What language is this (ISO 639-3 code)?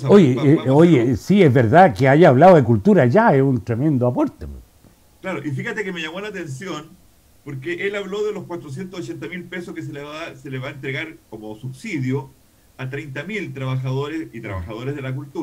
spa